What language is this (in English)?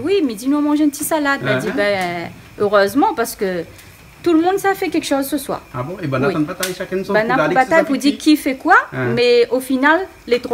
Réunion Creole French